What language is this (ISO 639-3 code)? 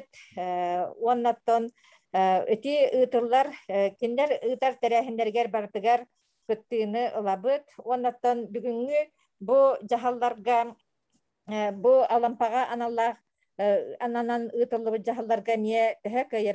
sah